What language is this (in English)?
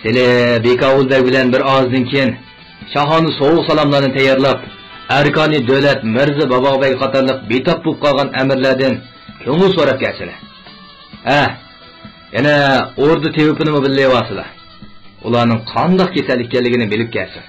Uyghur